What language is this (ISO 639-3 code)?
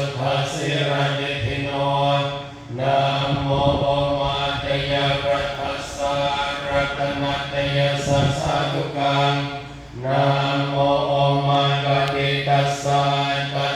pli